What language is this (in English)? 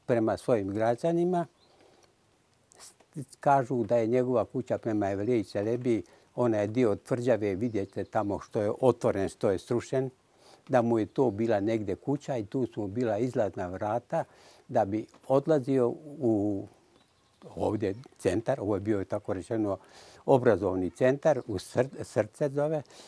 Bosnian